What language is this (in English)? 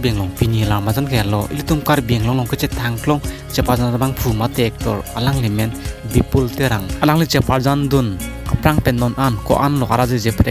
Karbi